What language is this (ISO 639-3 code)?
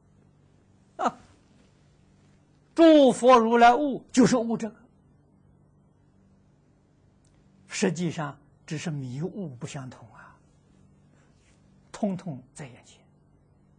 zho